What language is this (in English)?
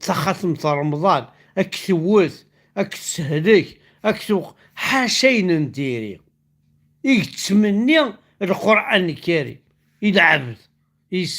Kabyle